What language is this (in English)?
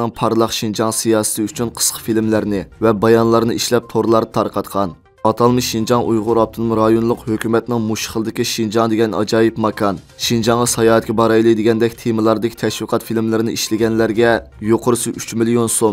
Uyghur